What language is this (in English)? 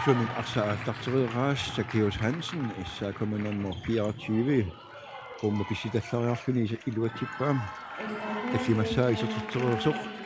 Kalaallisut